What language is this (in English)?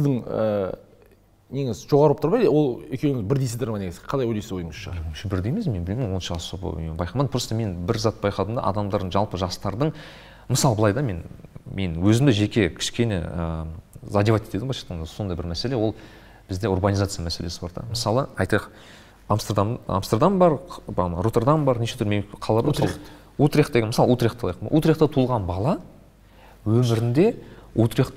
Kazakh